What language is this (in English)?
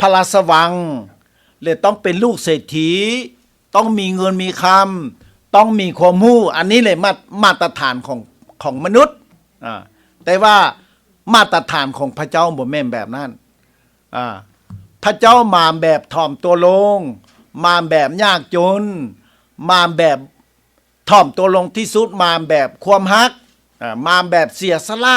Lao